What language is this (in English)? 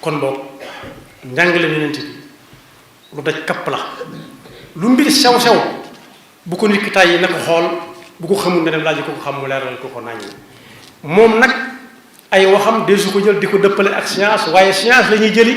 Wolof